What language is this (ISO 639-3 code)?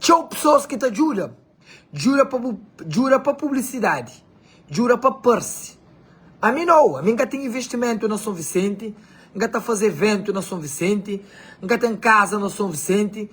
kea